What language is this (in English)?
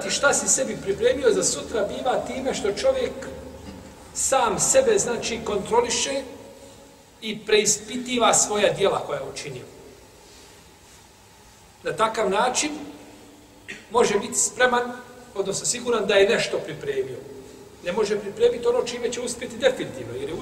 Bosnian